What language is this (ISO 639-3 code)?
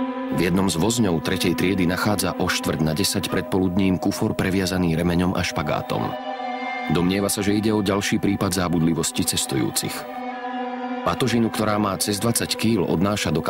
slk